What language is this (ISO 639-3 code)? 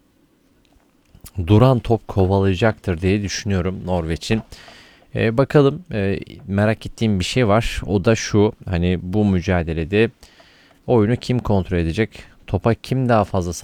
tur